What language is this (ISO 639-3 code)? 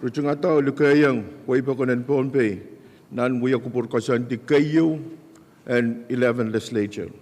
pon